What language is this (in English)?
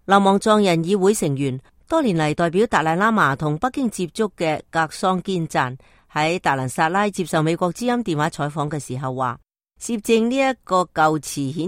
Cantonese